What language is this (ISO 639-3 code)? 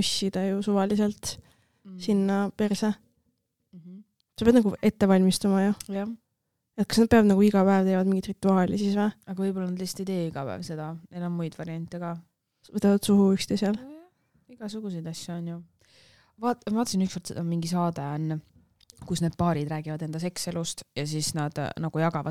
est